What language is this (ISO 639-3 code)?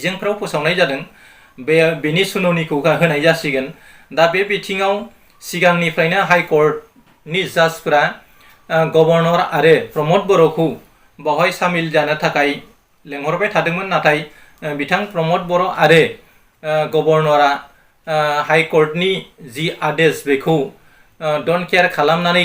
brx